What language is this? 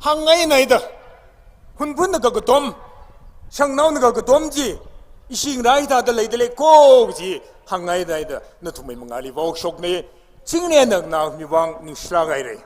Tangkhul Naga (India)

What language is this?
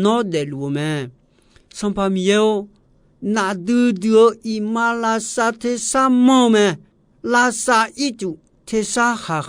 Akha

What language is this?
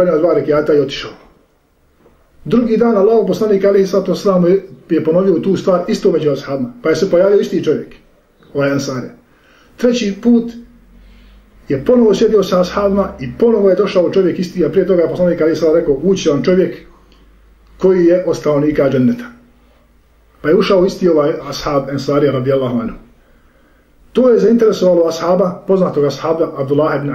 Bosnian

